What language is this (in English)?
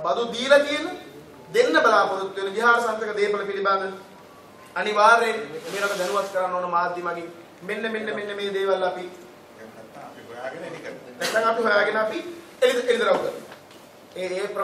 Sinhala